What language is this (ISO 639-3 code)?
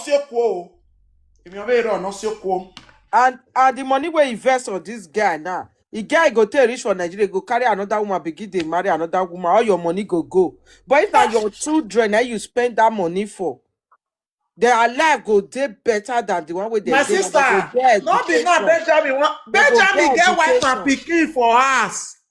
pcm